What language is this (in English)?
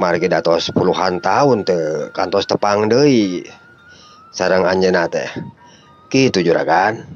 Sundanese